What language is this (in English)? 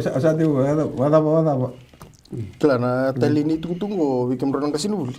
Fijian